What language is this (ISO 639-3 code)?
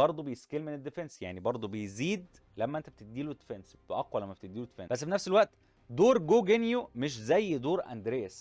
arz